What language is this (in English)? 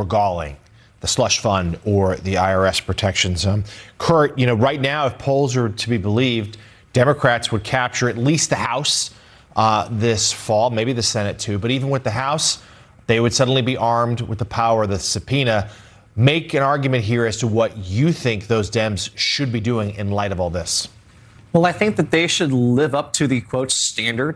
English